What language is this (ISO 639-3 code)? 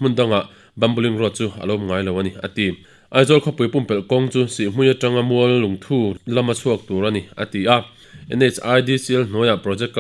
lus